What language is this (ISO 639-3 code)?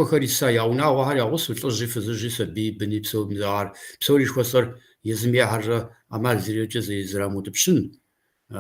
kbd